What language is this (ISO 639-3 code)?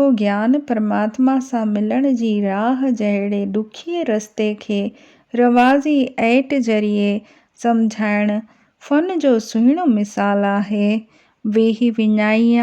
snd